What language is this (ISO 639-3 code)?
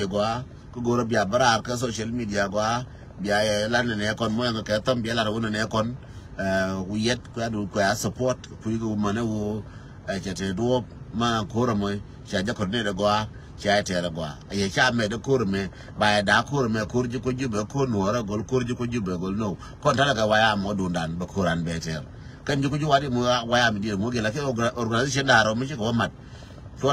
nus